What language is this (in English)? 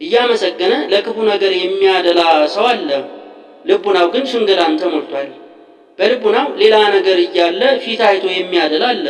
Amharic